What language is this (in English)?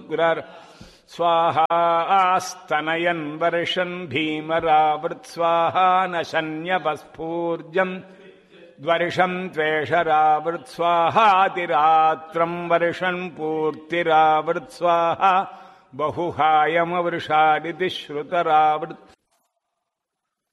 Tamil